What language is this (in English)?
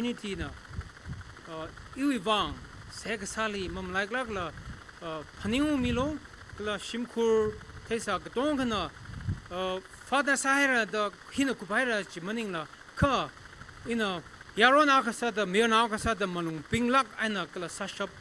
Tangkhul Naga (India)